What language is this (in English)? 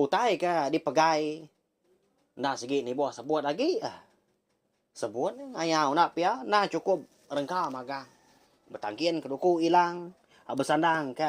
Iban